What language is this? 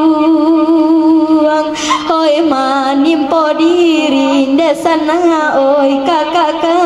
Minangkabau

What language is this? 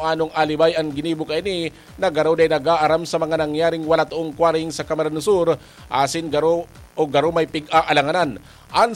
Bikol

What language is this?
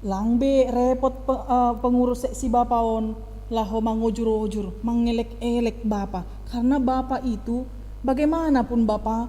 Batak Simalungun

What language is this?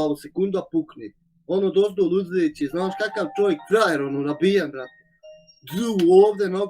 Bosnian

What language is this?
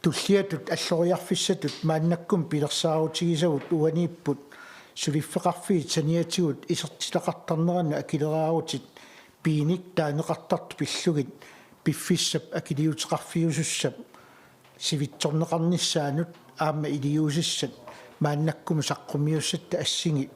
Kalaallisut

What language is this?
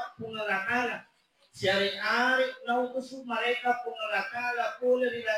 Buginese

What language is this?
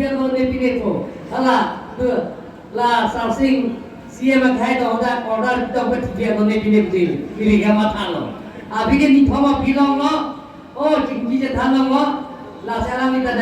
Karbi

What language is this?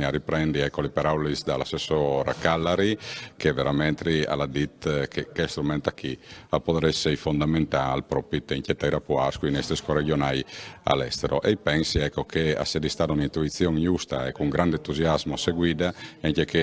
Friulian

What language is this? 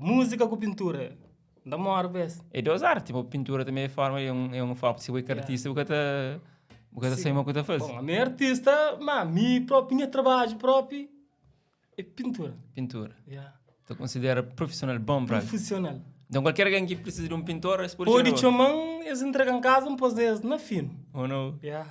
Kabuverdianu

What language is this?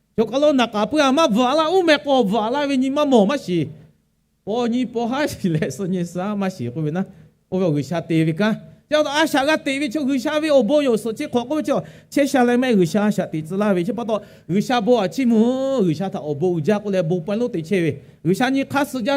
Lahu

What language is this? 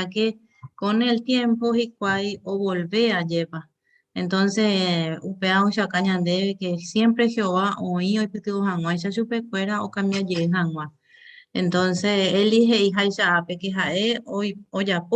Guarani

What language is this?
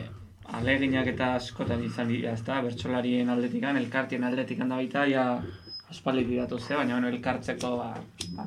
Basque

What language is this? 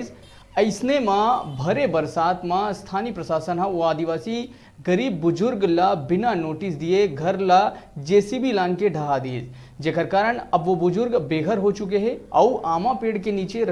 Chhattisgarhi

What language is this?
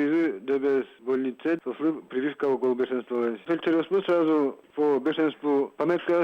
Udmurt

